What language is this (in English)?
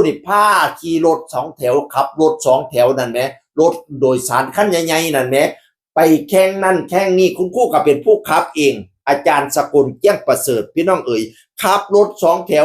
Northeastern Thai